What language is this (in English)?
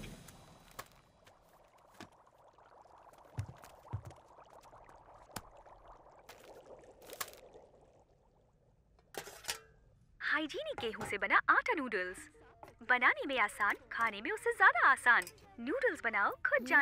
Hindi